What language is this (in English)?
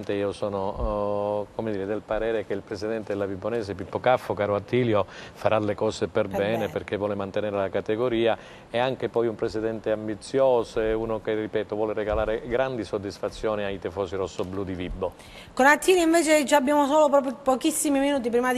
Italian